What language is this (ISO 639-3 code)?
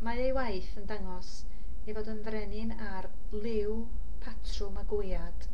cym